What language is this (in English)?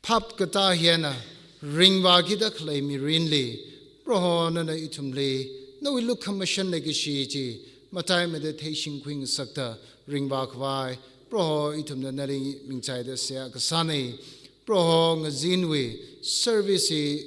Tangkhul Naga (India)